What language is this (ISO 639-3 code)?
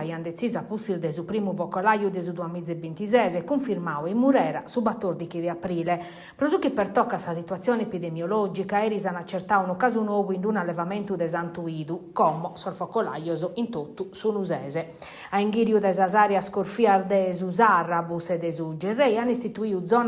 srd